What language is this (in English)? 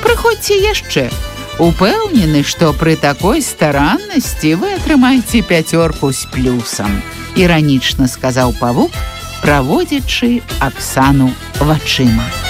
Belarusian